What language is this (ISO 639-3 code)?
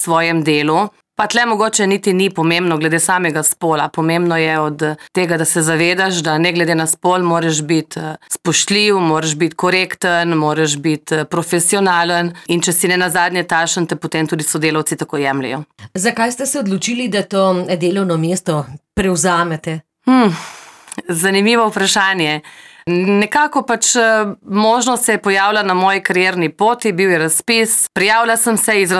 slv